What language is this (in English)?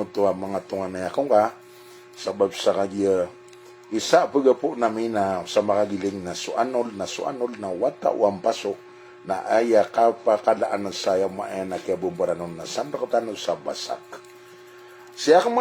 Maranao